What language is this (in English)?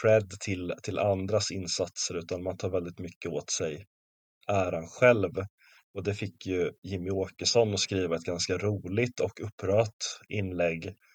Swedish